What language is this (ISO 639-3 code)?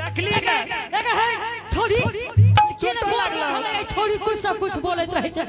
anp